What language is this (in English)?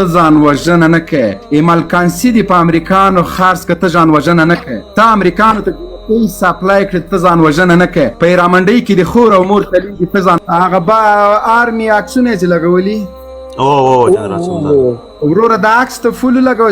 Pashto